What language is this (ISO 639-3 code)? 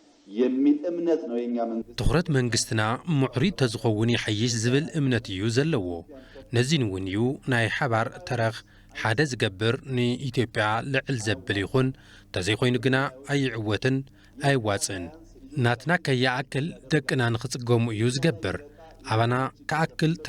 tir